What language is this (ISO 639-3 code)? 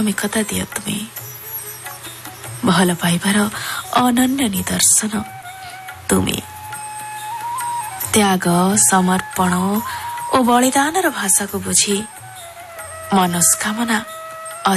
ori